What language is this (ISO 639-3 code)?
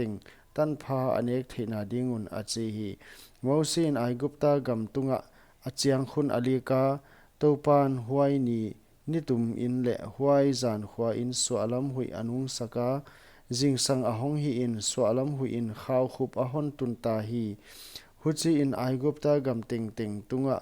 pck